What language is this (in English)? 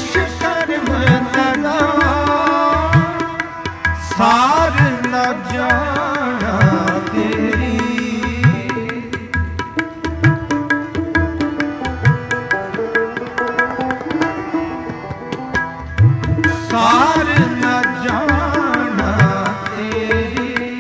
Punjabi